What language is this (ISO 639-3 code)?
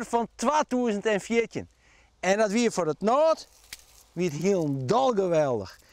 fry